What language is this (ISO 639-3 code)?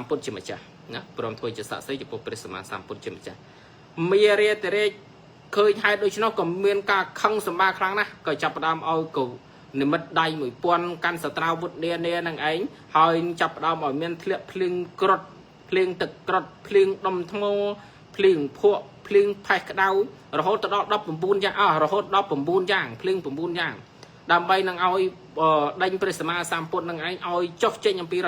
khm